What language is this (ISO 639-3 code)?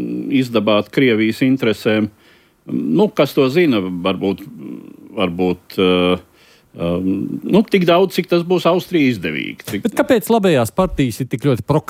lav